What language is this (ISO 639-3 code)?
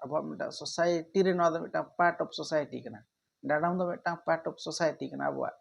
sat